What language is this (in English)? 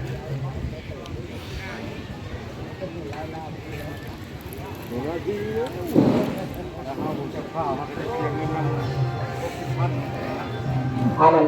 Northeastern Thai